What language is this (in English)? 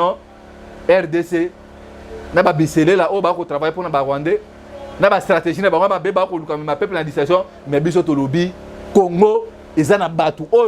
Lingala